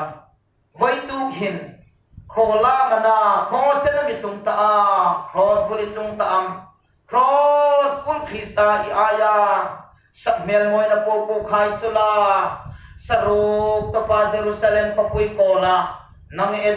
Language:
Hmar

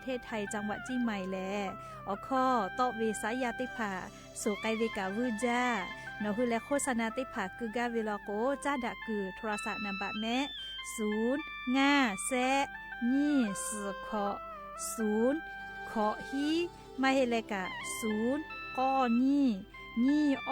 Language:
Lahu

